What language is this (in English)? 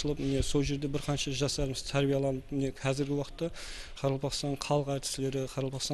Kara-Kalpak